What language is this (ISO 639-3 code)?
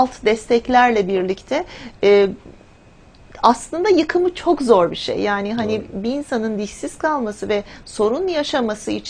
tur